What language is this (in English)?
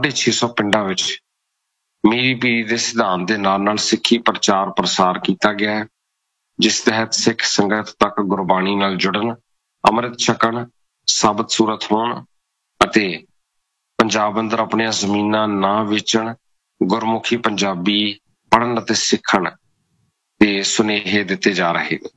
Punjabi